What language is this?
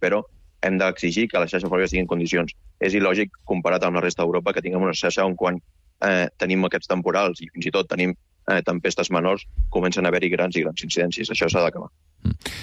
Catalan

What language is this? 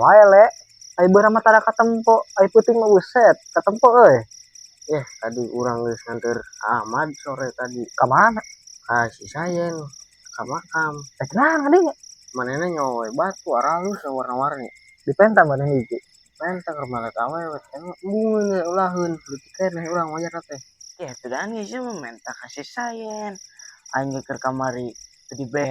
Sundanese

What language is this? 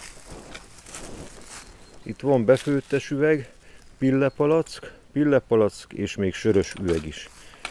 Hungarian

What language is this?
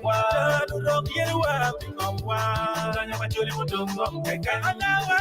Acoli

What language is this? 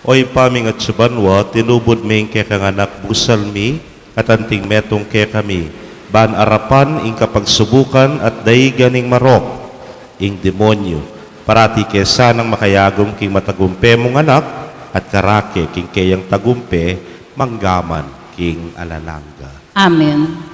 Pampanga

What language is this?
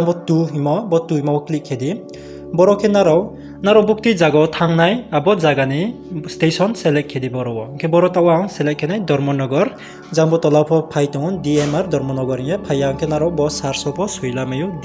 Riang (India)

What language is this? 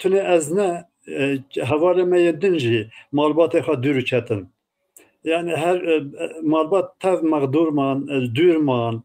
Kurdish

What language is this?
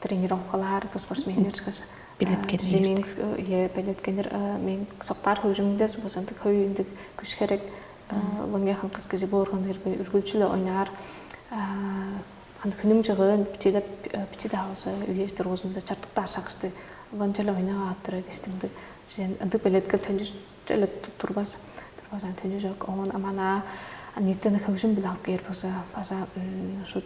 Tuvinian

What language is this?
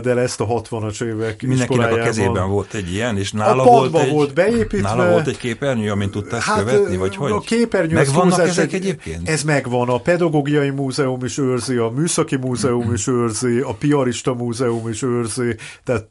Hungarian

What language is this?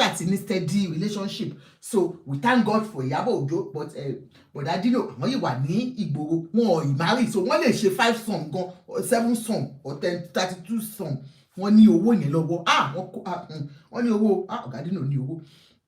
Yoruba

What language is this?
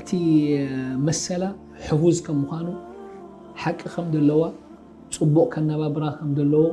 Tigrinya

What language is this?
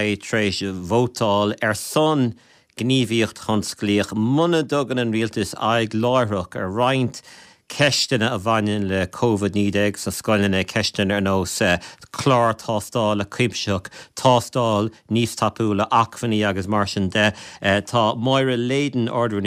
Irish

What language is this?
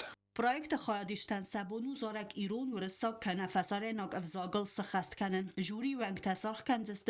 Ossetic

